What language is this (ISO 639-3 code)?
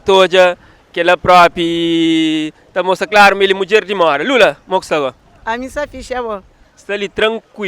kea